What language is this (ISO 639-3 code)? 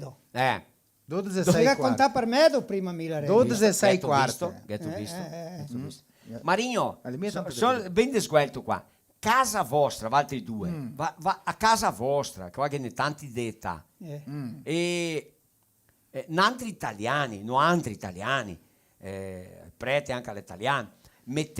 vec